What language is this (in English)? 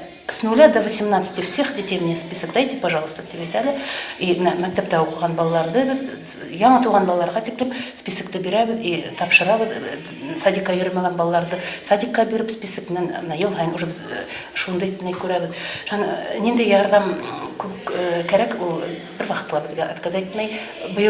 Bashkir